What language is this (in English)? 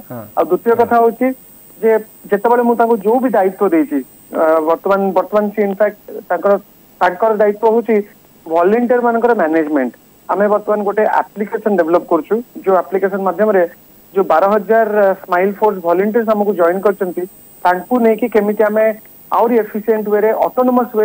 Odia